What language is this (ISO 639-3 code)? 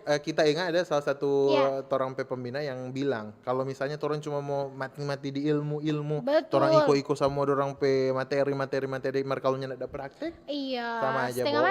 xmm